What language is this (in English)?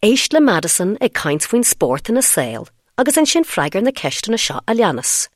Irish